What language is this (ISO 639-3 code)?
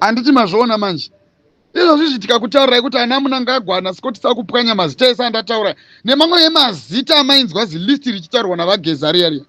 sna